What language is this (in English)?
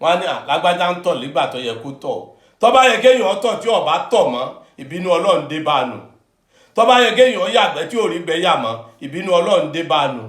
Yoruba